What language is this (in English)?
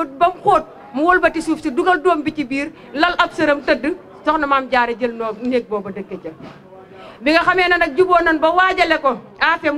Wolof